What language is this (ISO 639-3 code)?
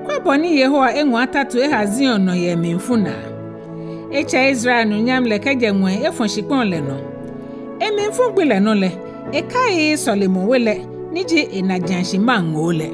gaa